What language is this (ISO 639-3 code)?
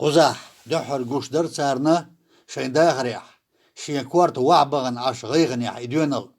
che